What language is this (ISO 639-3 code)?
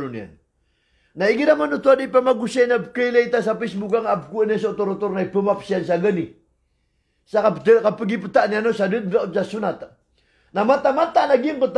mrw